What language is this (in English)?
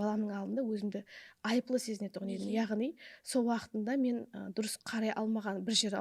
Kara-Kalpak